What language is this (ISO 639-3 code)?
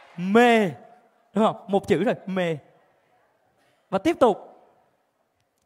vie